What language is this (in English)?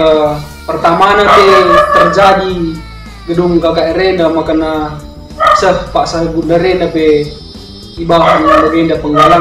Batak Karo